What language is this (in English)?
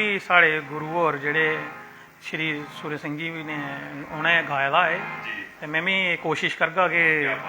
Dogri